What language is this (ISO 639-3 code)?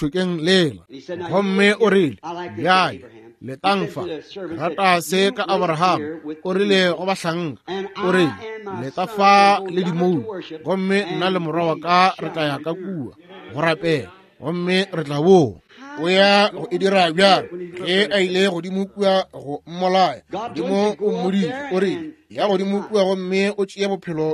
nso